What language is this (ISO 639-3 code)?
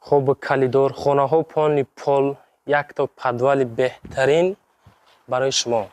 tgk